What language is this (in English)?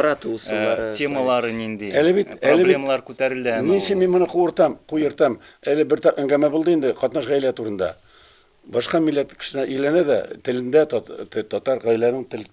Tatar